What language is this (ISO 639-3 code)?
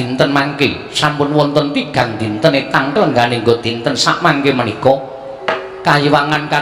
jav